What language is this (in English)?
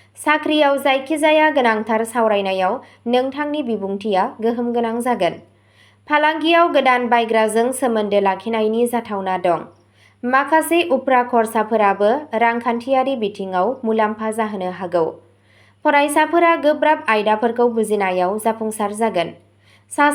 Bodo